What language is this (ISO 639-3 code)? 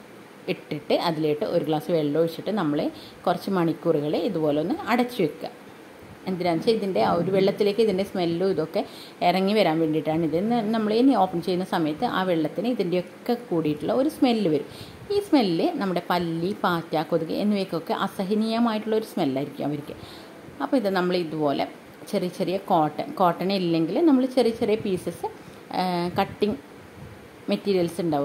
mal